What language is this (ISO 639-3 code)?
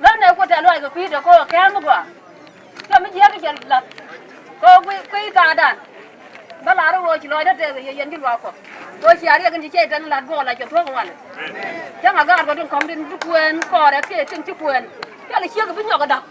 nus